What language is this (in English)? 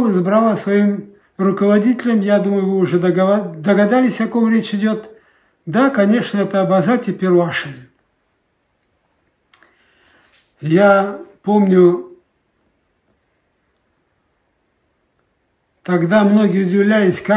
Russian